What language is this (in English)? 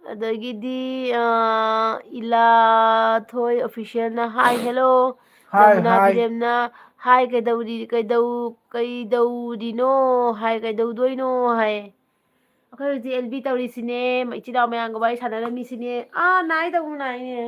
Manipuri